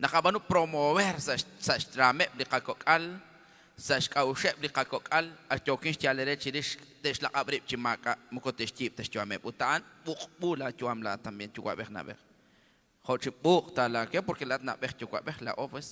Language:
Kekchí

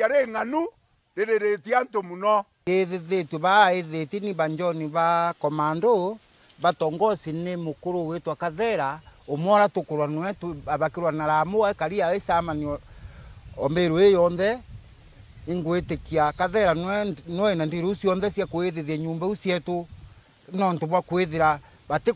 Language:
Meru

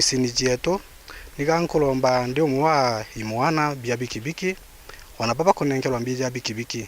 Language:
Meru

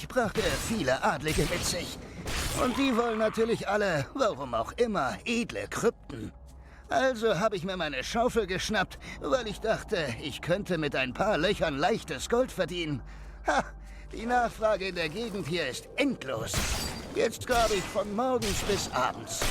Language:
Swiss German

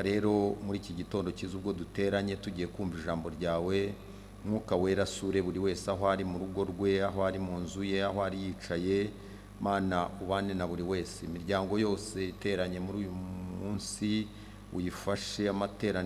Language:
Kinyarwanda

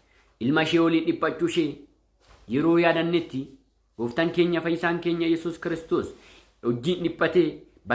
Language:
Oromo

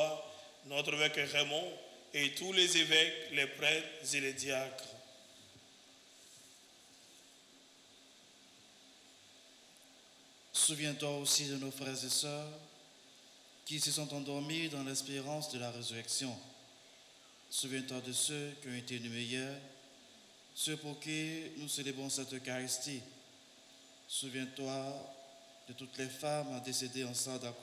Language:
French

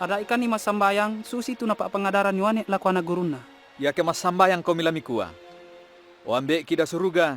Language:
Toraja-Sa'dan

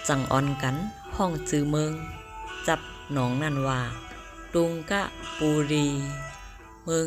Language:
Shan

